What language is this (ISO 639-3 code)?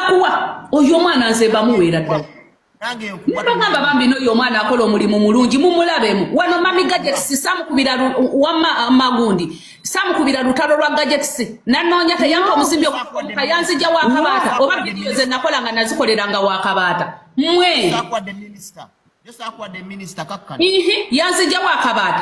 lug